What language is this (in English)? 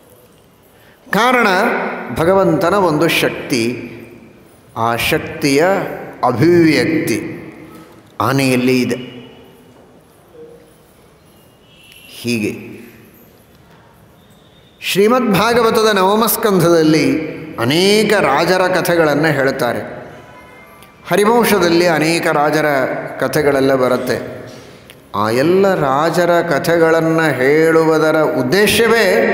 Kannada